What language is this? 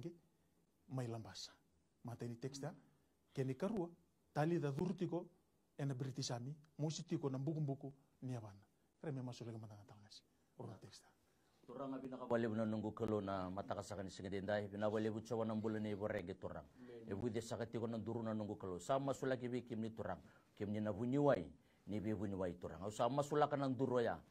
Fijian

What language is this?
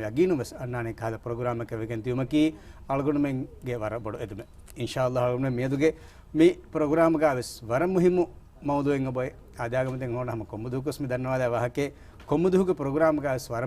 Divehi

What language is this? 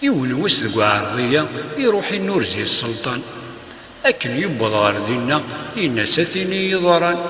Kabyle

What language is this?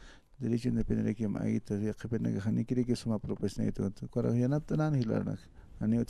Aymara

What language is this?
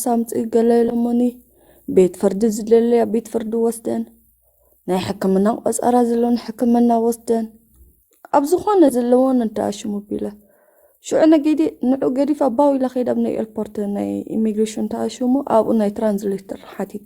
Tigrinya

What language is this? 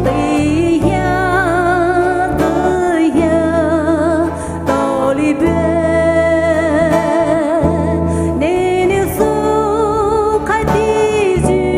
Poumei Naga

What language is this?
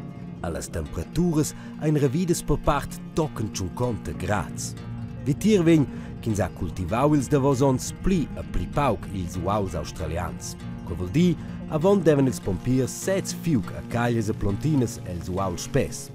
Romansh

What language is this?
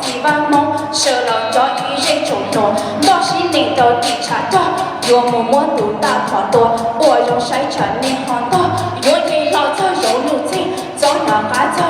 Hmong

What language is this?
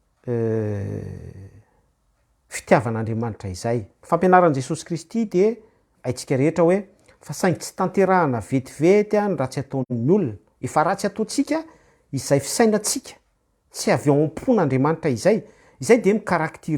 Malagasy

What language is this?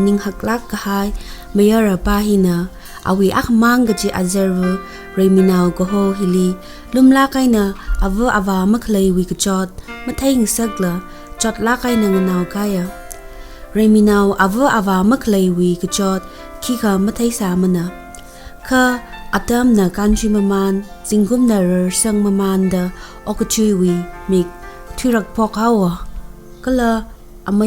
Tangkhul Naga (India)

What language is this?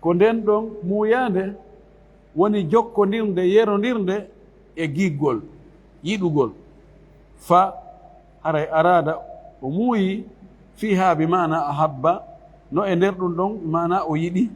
Fula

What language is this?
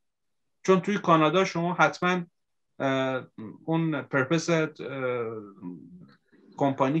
Persian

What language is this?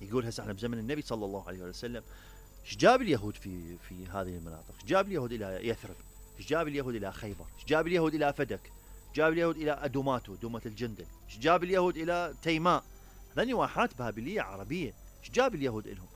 Mesopotamian Arabic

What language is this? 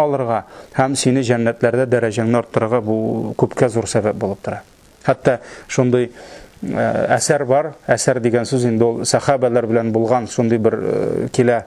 Tatar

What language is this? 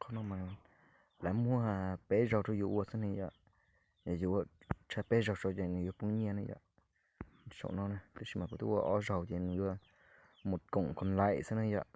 Hmong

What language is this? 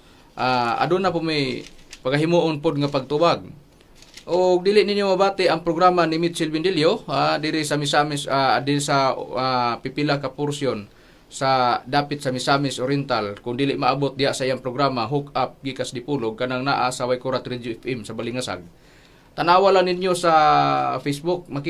Cebuano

